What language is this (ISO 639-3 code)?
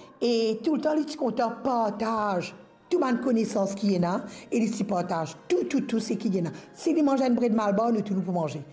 mfe